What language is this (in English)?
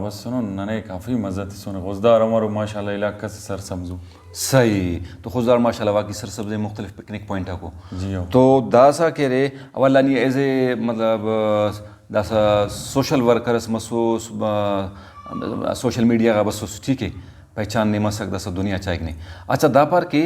Brahui